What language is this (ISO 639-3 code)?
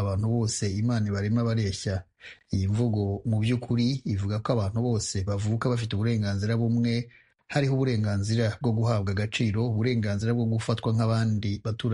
kin